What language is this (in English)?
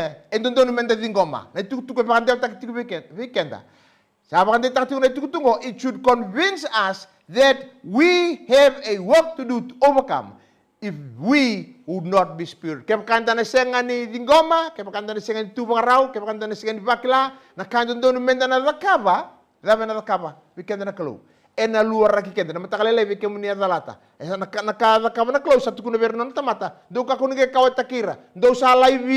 Fijian